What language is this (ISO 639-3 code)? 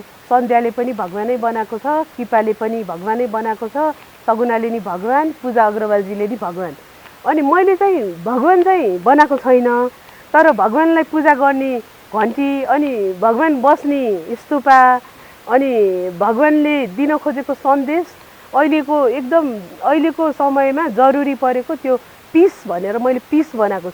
nep